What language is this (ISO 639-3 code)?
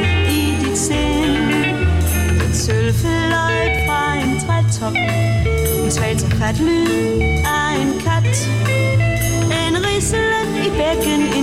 dan